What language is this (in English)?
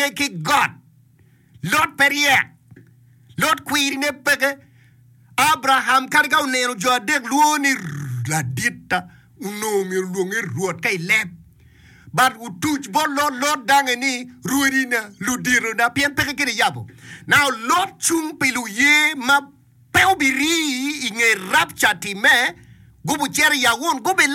Acoli